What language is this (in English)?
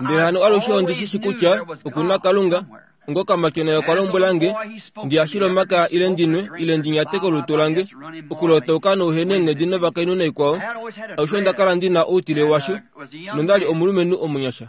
Kuanyama